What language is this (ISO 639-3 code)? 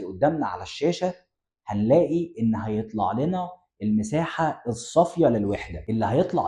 arz